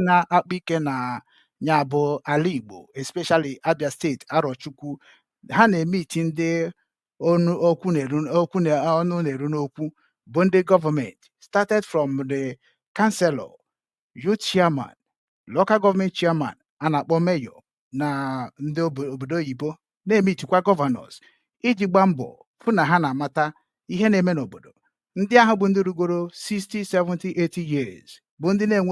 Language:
Igbo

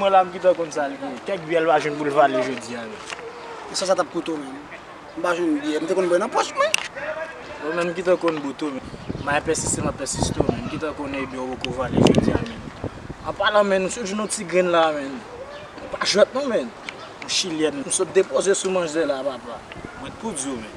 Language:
Haitian Creole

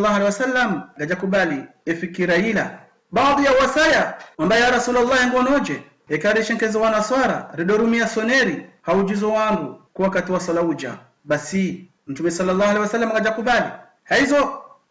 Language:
Ngazidja Comorian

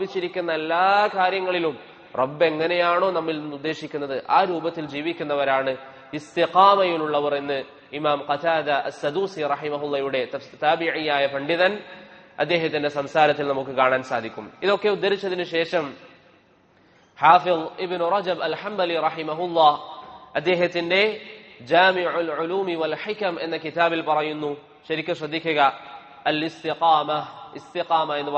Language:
Malayalam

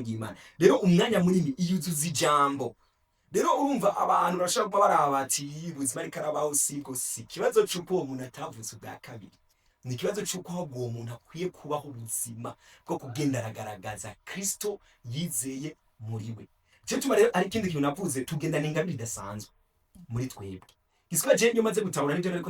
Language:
Rundi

